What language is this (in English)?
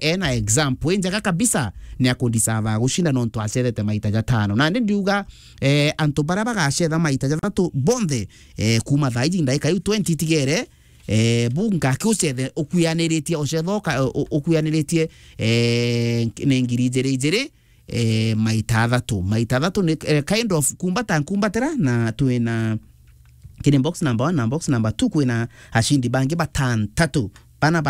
Meru